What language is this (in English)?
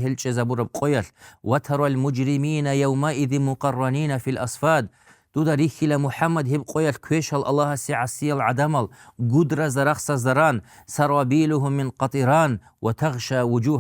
Avaric